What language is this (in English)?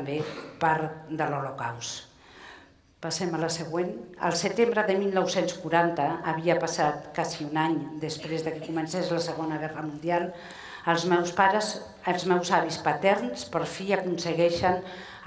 Catalan